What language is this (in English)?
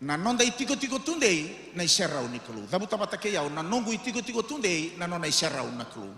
Fijian